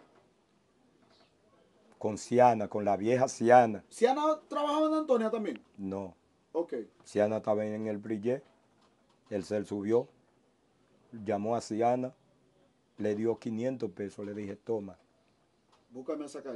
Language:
Spanish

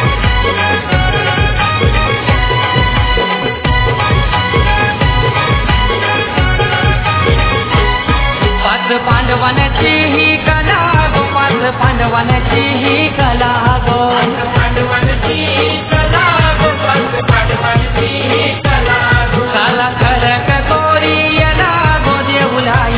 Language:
Marathi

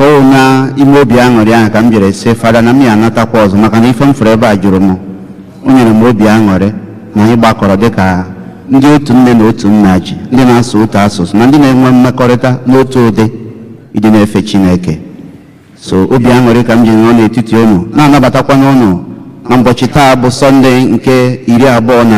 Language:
Igbo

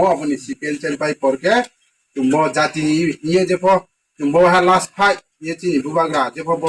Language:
Riang (India)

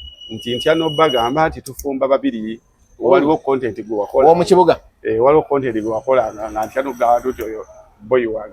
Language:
Ganda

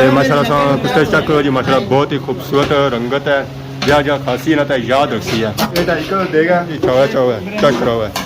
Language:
Pahari-Potwari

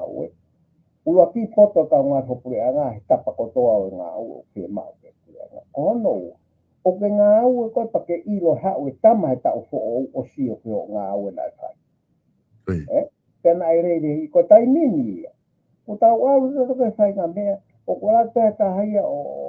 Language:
Tongan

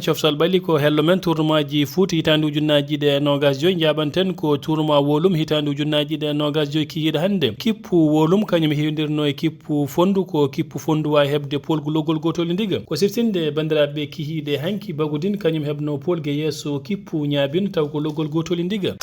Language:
Fula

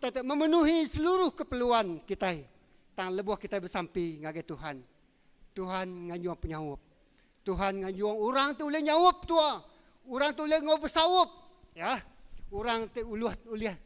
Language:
Iban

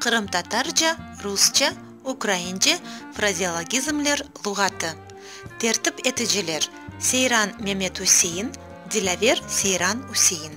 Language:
Crimean Tatar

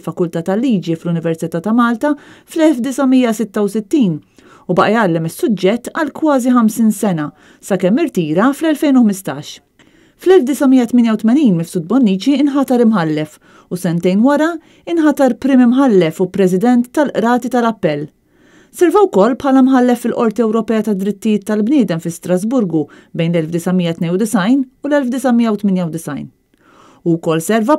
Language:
Maltese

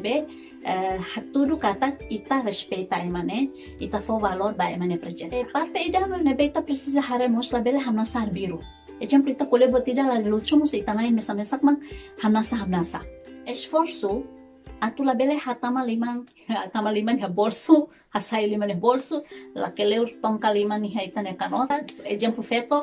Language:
Tetum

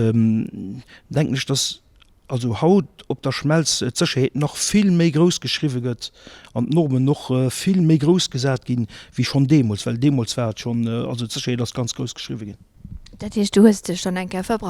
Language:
Luxembourgish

